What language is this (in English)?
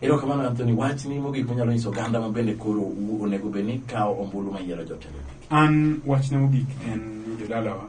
Luo (Kenya and Tanzania)